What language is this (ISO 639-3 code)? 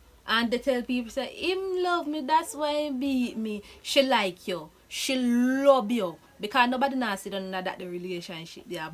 jam